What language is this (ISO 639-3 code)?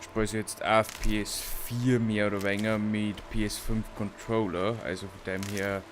bar